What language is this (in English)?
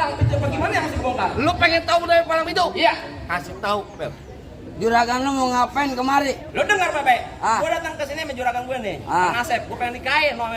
Betawi